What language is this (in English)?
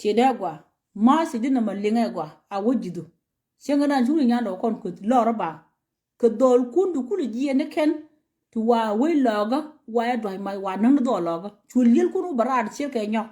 Nuer